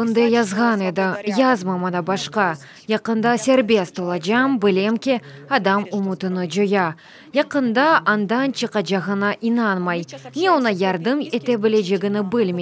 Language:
Crimean Tatar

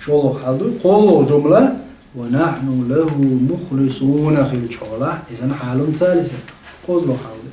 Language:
Chechen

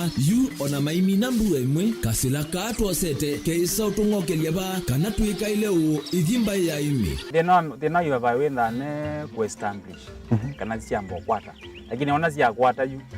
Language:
Kamba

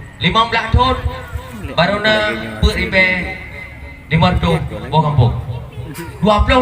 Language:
Achinese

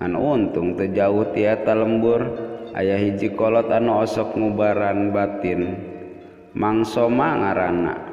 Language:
Sundanese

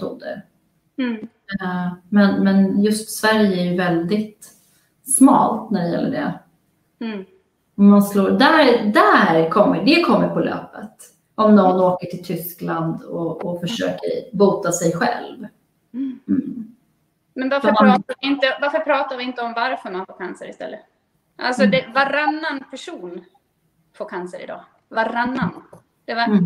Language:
Swedish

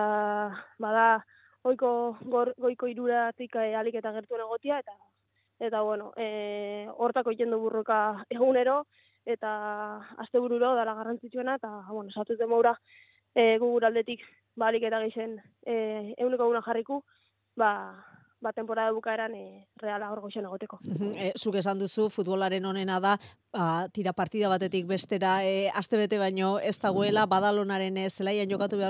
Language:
Basque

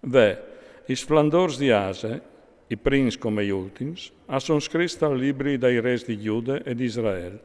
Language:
Friulian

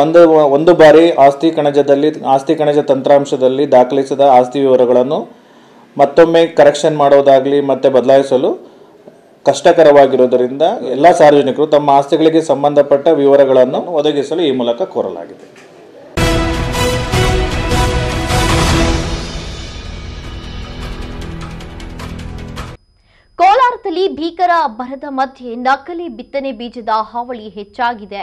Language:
Kannada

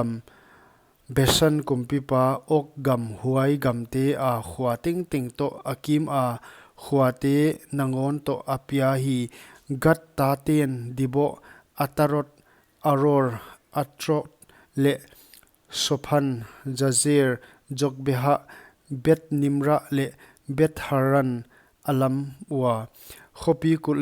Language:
Paite Chin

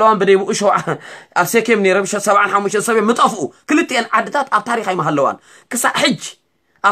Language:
Tigrinya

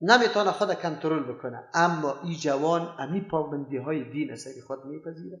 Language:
Persian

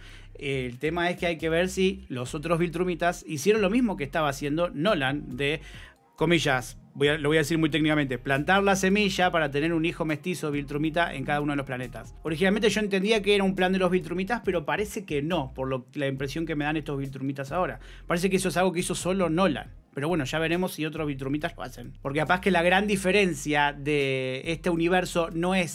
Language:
Spanish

